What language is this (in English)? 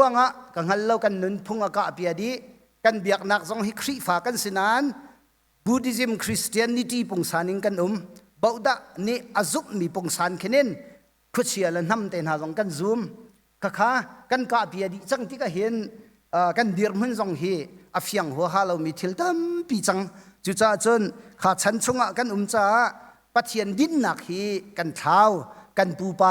Hakha Chin